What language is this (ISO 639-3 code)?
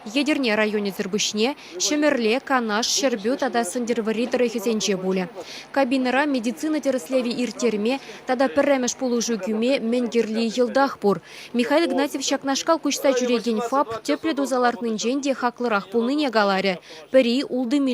chv